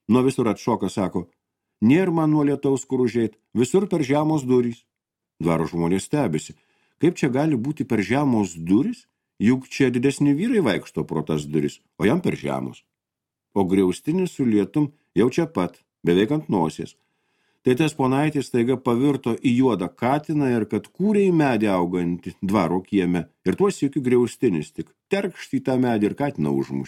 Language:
Lithuanian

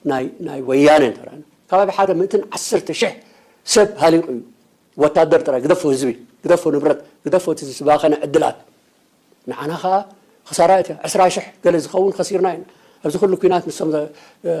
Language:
Tigrinya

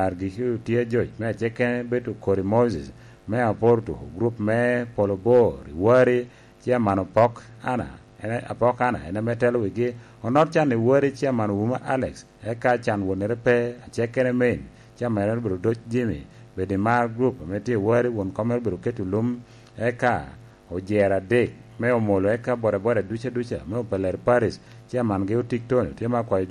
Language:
Lango (Uganda)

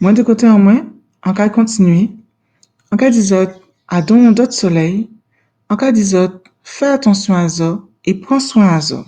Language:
Guadeloupean Creole French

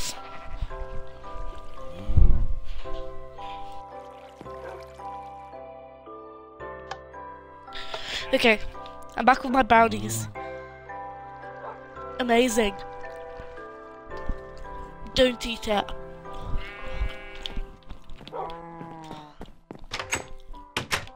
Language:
English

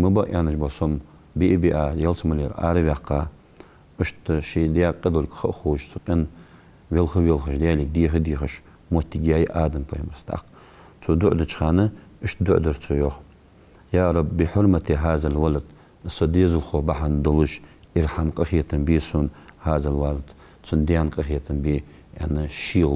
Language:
Ingush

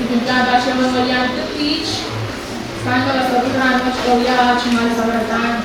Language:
Pohnpeian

